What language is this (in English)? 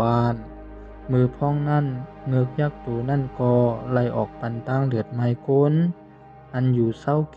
Shan